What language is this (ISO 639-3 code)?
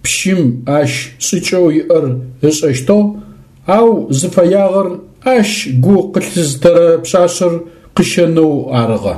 ady